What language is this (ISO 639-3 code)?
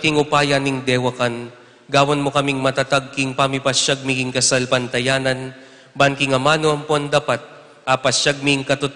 pam